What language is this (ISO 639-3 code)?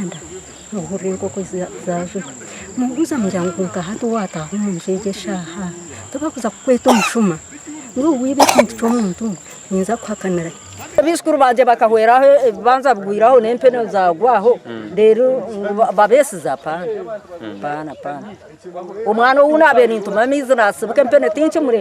nyn